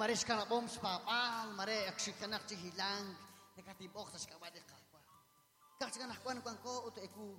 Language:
Kekchí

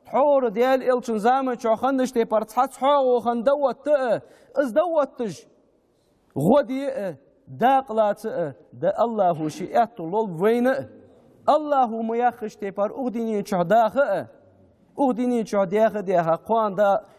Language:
Ingush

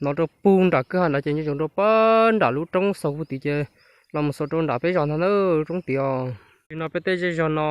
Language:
Hmong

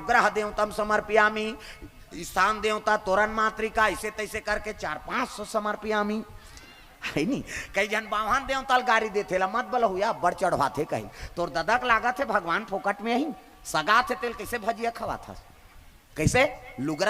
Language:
Chhattisgarhi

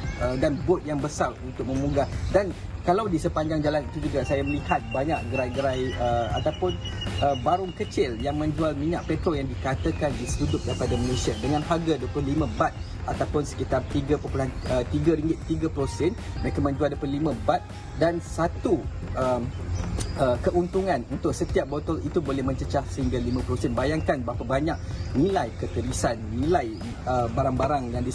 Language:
Malay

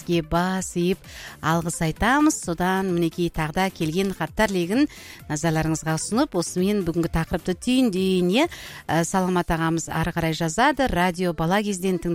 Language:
Kazakh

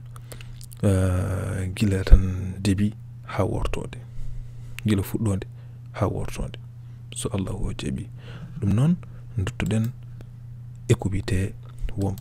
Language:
Fula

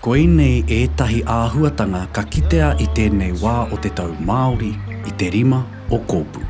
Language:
Māori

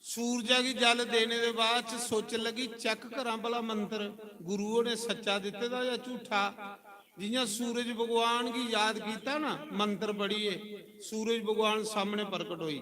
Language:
Dogri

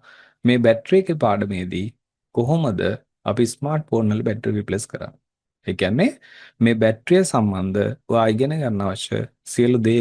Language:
Sinhala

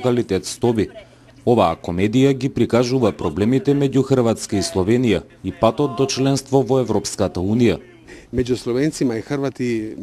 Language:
Macedonian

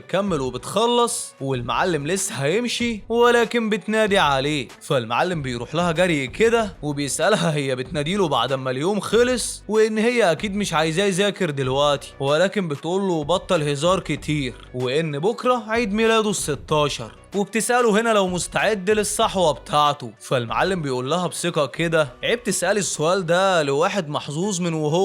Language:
Egyptian Arabic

